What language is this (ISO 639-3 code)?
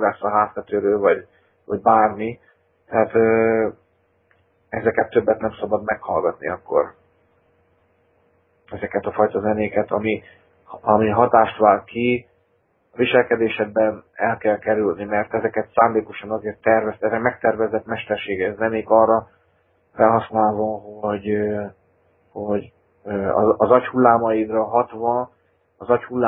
hun